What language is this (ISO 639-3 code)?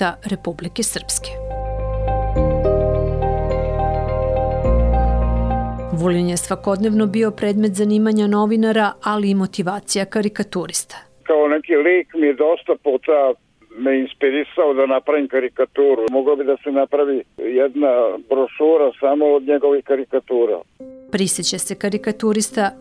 srp